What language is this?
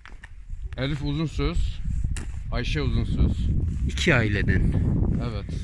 Turkish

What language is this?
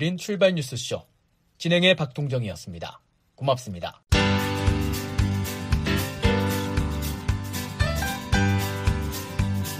Korean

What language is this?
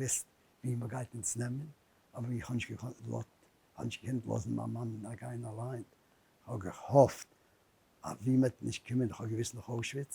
Yiddish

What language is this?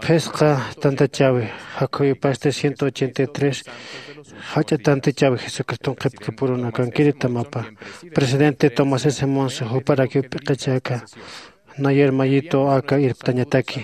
Aymara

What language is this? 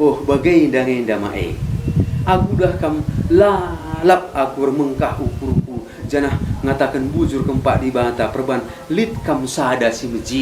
Batak Karo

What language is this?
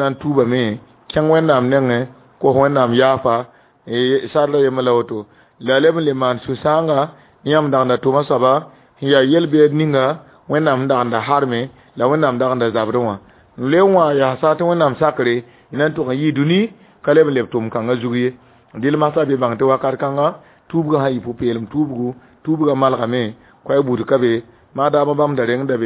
Mossi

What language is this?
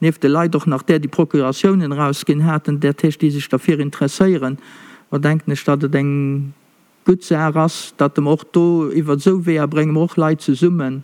Luxembourgish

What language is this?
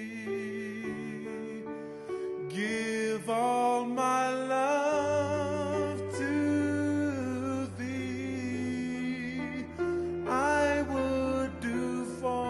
Tongan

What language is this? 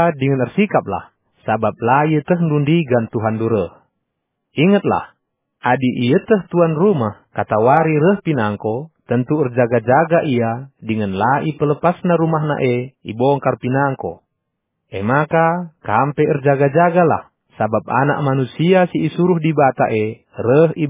Batak Karo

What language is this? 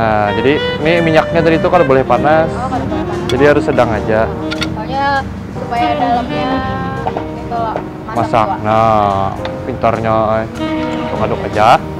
Banjar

